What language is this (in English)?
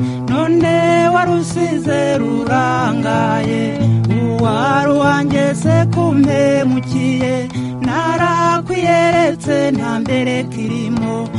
Kinyarwanda